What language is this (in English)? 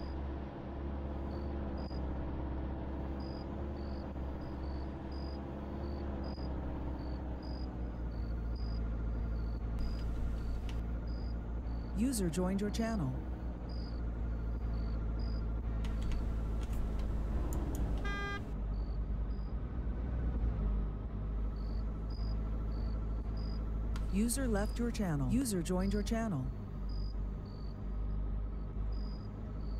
French